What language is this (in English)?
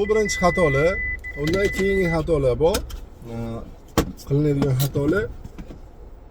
Uzbek